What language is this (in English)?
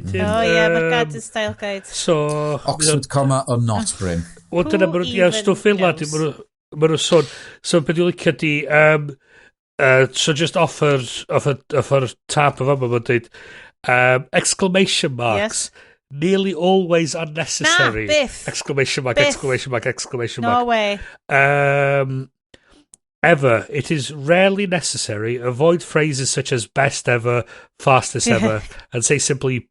Welsh